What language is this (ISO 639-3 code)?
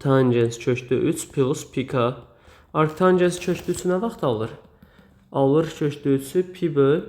aze